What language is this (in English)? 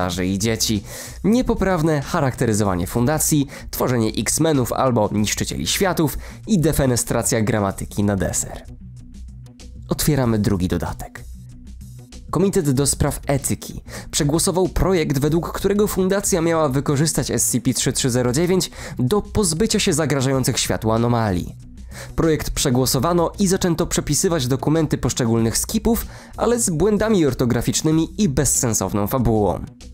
Polish